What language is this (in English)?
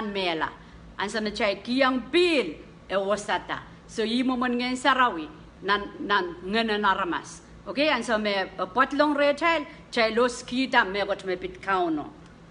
Pohnpeian